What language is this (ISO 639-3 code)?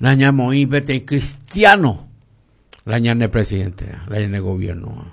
grn